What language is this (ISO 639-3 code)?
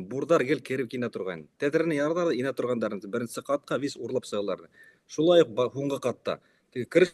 bak